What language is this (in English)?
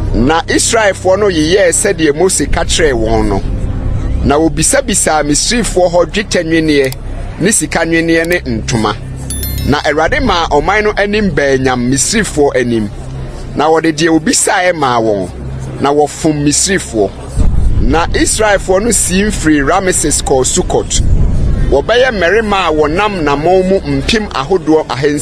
Akan